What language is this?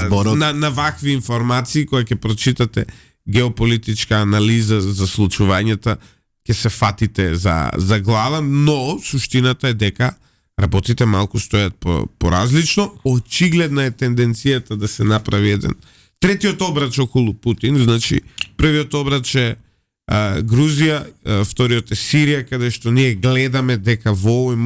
Macedonian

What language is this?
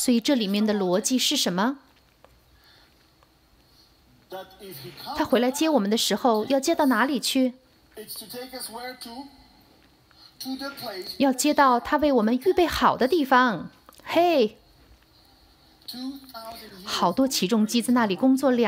Chinese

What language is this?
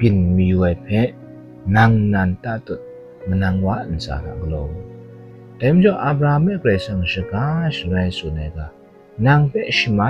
Kachin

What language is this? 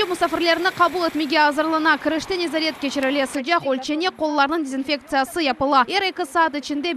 Crimean Tatar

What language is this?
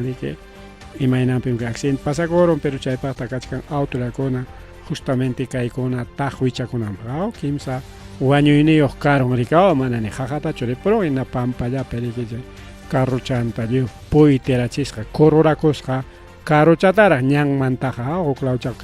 Ayacucho Quechua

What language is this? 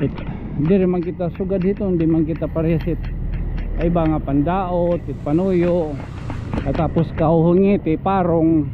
Waray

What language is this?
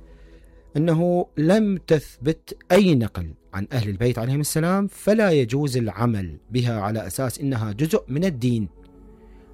Mesopotamian Arabic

